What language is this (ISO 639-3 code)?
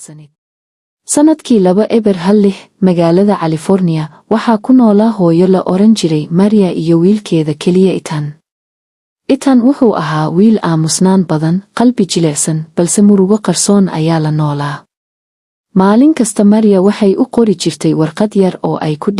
som